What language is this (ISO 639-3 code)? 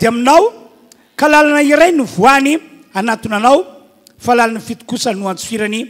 mlg